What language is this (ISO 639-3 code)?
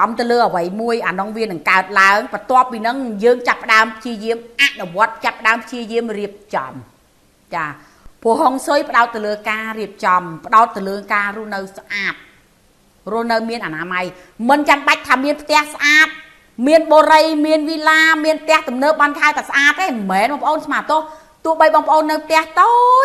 khm